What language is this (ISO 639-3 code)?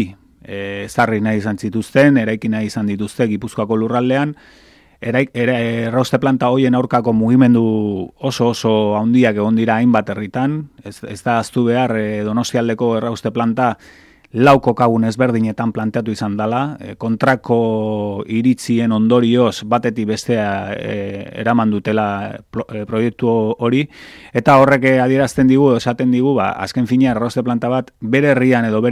eus